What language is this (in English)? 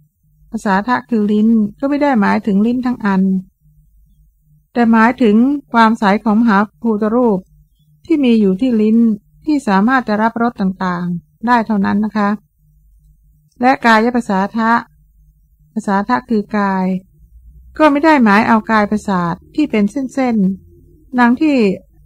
Thai